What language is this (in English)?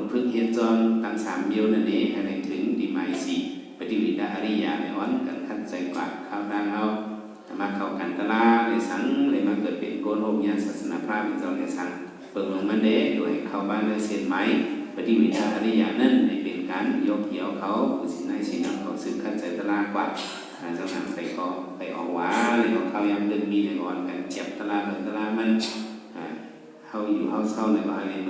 Shan